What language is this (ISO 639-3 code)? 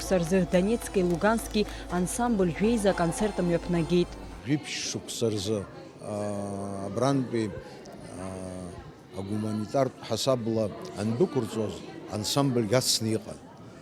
abk